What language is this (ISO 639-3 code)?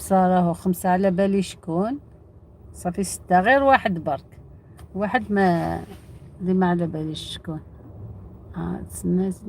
arq